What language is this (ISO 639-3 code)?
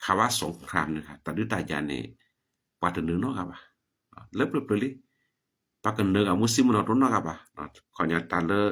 ksw